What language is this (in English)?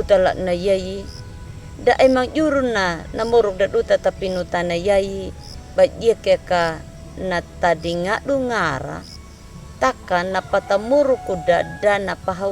Anakalangu